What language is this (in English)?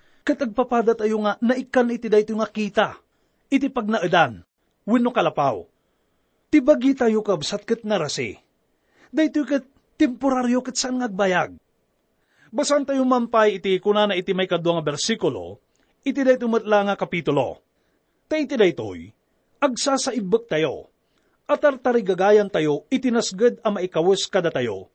Iloko